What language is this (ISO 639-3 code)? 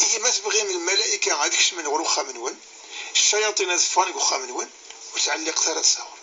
kab